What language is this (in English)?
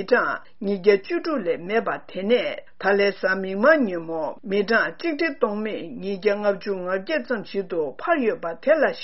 Tibetan